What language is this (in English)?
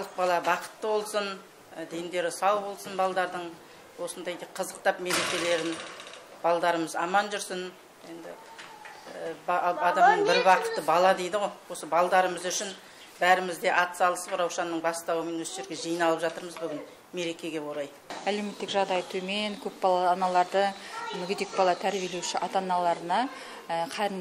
Kazakh